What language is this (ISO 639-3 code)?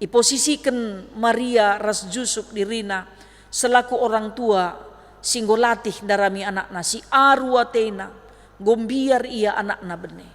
btx